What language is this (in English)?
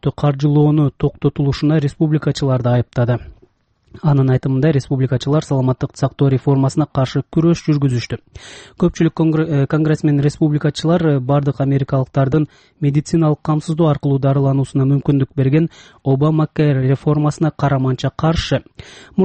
Kyrgyz